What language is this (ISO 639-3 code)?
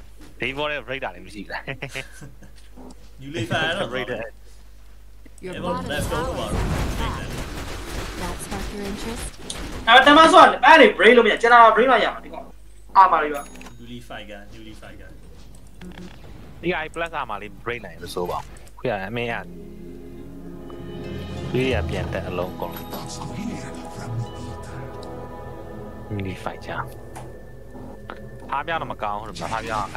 mya